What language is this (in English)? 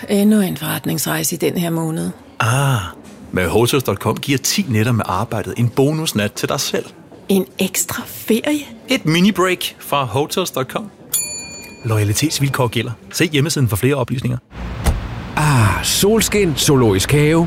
Danish